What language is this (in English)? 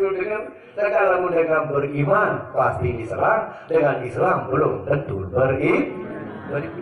Sasak